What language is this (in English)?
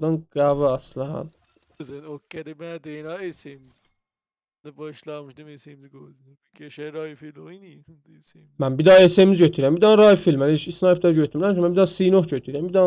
South Azerbaijani